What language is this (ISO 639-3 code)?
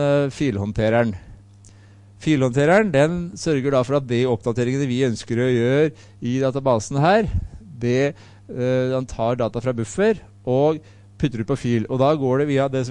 nor